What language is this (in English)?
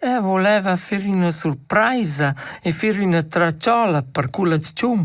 Romansh